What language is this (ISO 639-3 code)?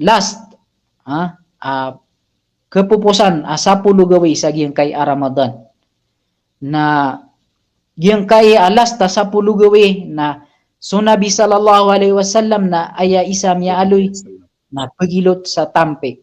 mrw